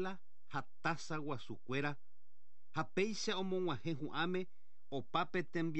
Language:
Guarani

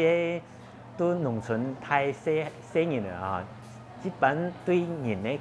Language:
Hakka Chinese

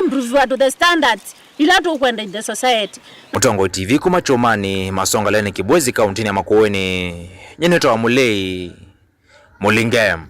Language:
Kamba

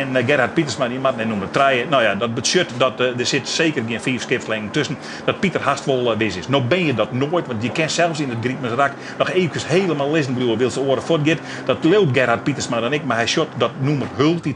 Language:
Western Frisian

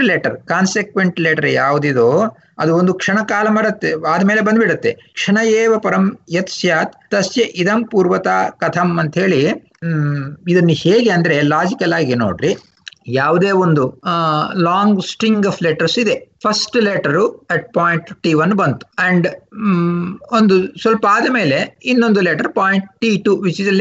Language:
Kannada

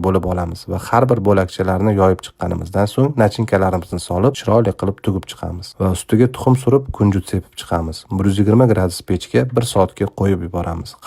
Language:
Uzbek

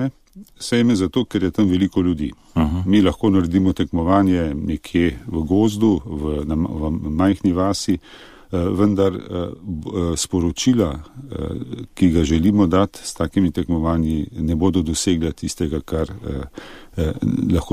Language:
Slovenian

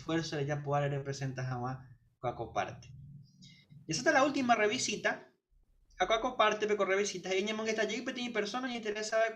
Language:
Guarani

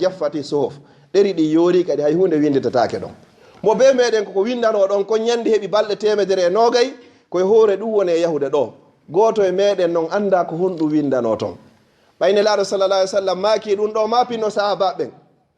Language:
Fula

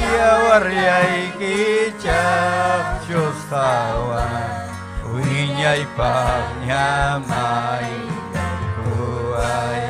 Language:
Ayacucho Quechua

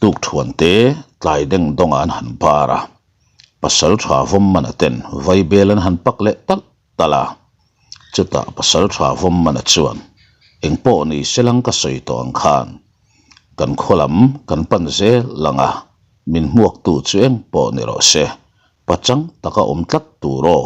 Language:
Mizo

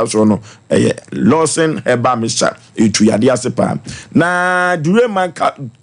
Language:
Akan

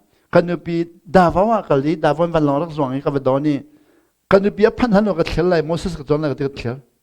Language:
Hakha Chin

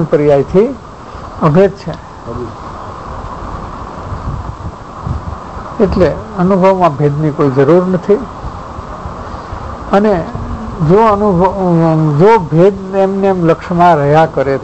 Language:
Gujarati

